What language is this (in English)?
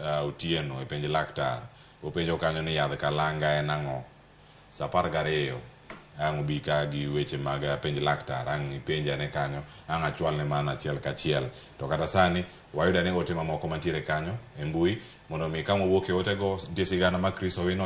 Luo (Kenya and Tanzania)